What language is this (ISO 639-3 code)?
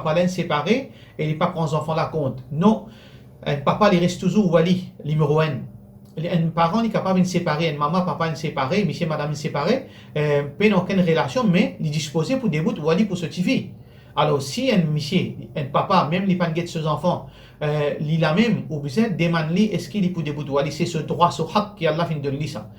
mfe